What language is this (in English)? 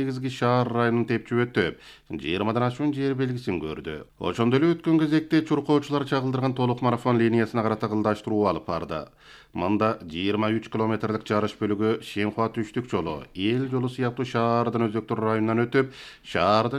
Kyrgyz